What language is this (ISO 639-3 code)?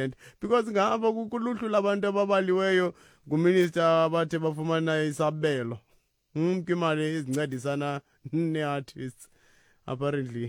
xho